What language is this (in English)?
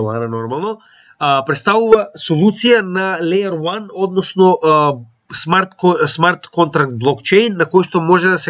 Macedonian